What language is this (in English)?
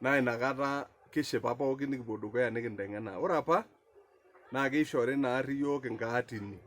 Masai